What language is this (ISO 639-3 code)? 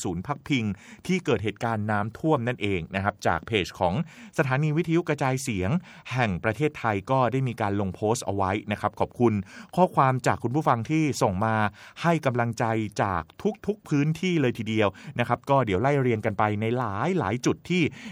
tha